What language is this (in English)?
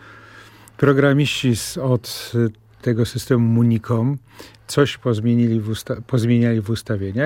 Polish